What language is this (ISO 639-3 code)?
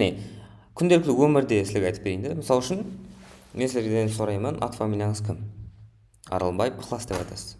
kaa